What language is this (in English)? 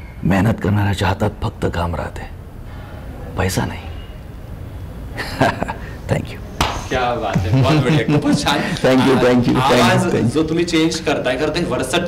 Marathi